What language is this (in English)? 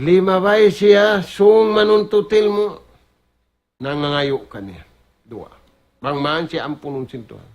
Tausug